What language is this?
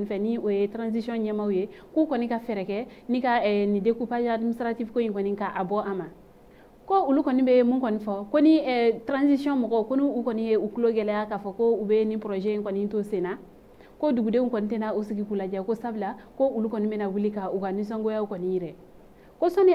Bambara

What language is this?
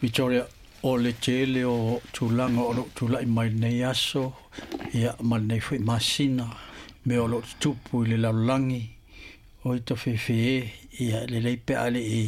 Samoan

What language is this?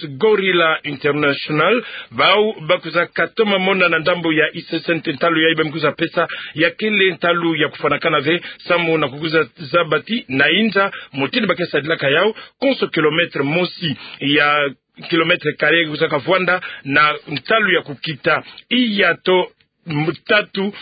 Kituba (Democratic Republic of Congo)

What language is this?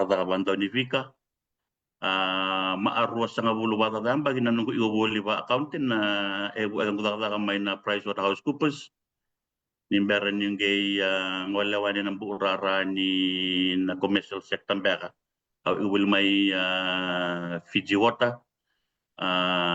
Fijian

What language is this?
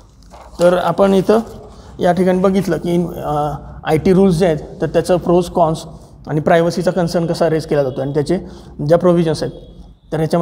Marathi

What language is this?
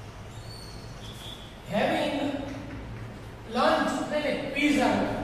Gujarati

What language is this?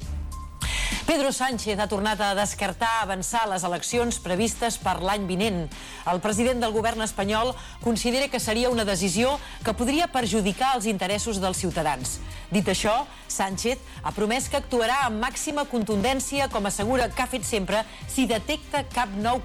Catalan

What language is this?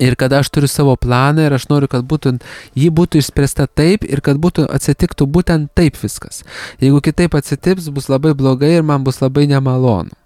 Lithuanian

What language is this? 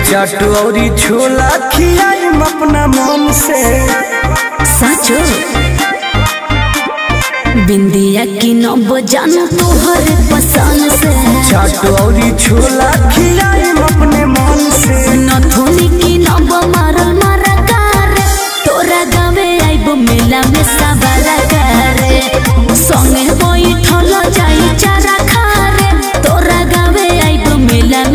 Bhojpuri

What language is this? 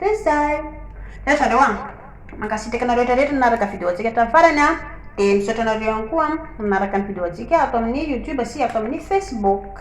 Malagasy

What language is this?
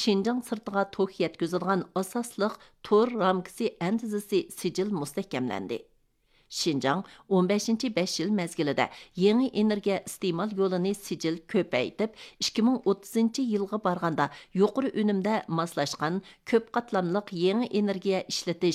Uyghur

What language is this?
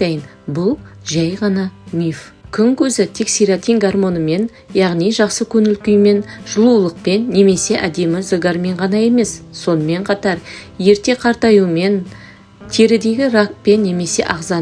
Kazakh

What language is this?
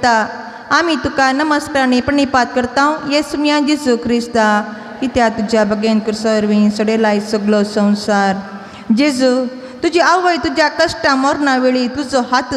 Konkani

